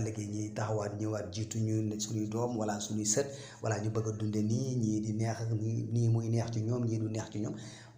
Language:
Wolof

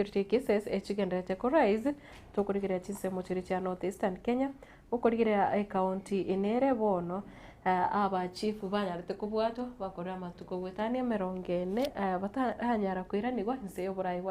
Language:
Gusii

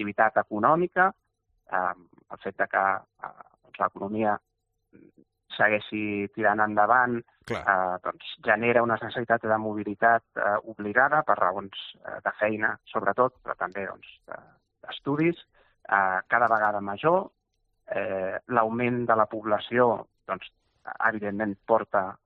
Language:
Catalan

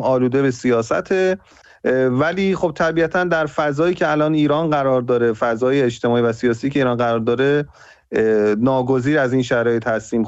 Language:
Persian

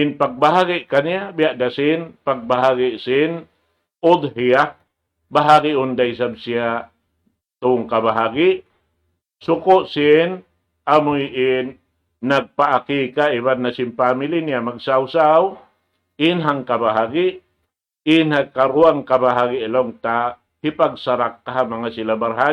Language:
Tausug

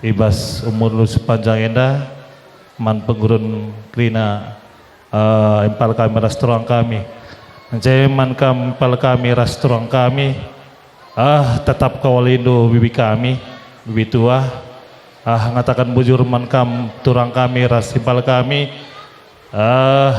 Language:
Batak Karo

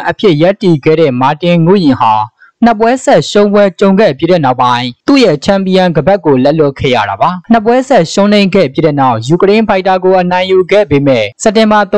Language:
Burmese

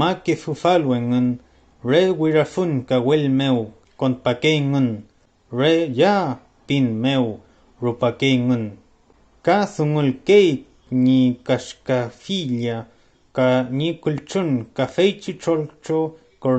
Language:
Mapuche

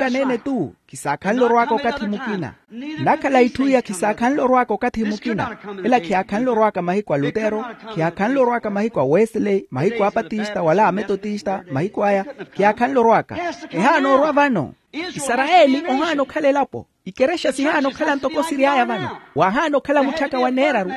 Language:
Makhuwa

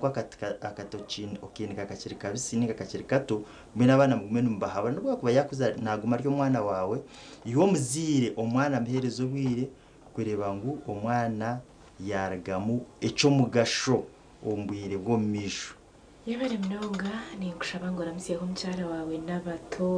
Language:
Nyankole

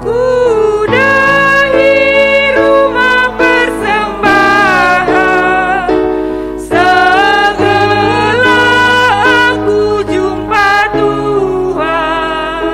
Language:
Batak Karo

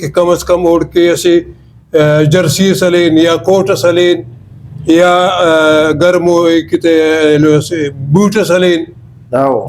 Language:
Brahui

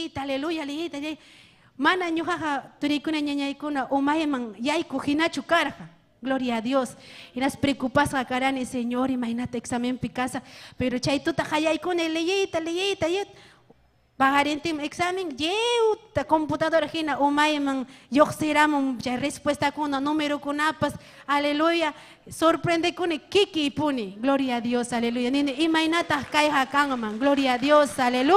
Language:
Ayacucho Quechua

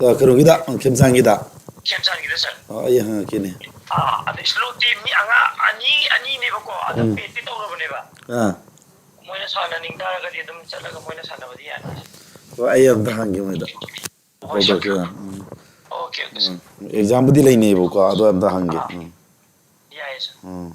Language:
Manipuri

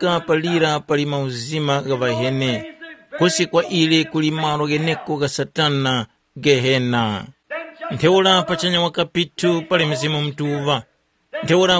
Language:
Tumbuka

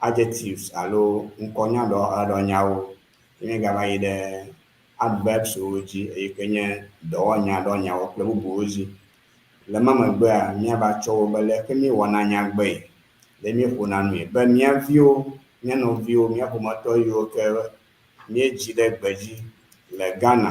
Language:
Ewe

